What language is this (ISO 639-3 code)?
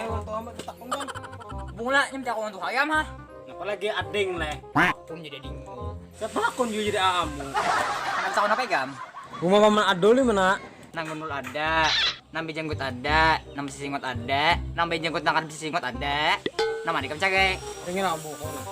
bjn